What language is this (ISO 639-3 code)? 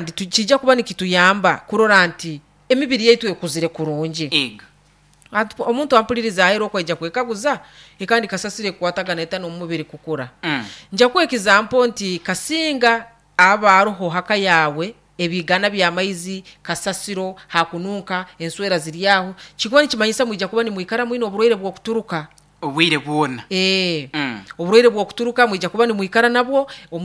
nyo